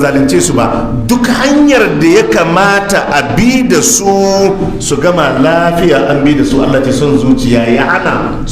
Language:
Hausa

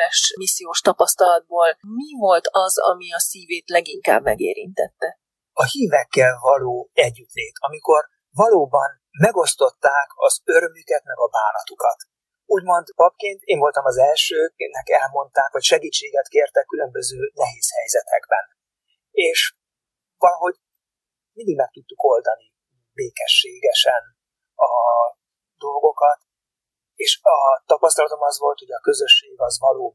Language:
Hungarian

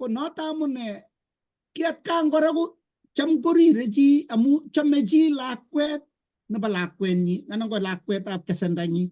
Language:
Kalenjin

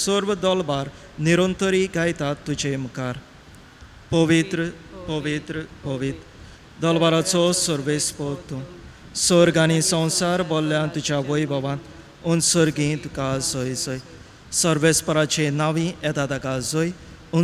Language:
Konkani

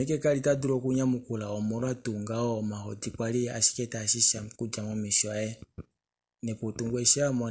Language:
Kuanyama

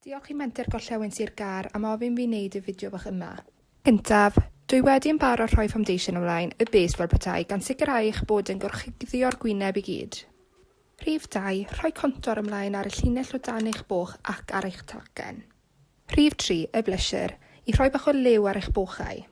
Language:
Welsh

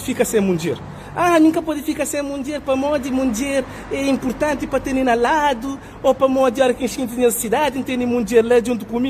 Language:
Kabuverdianu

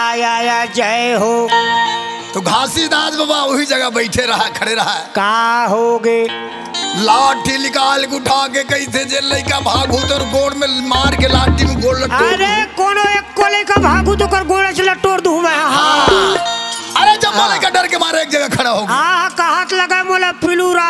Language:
Chhattisgarhi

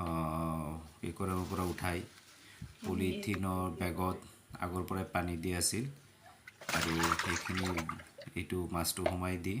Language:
Assamese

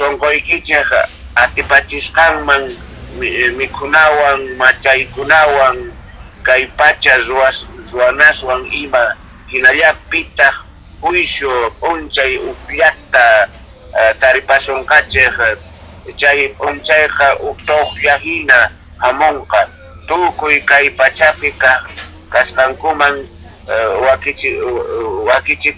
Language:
Quechua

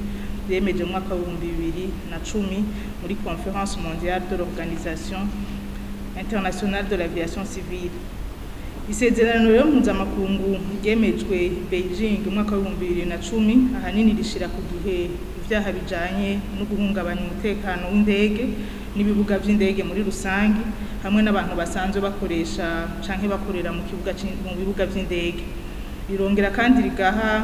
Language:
Rundi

